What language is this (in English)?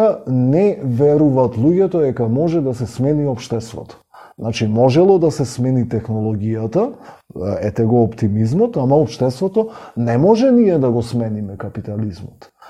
Macedonian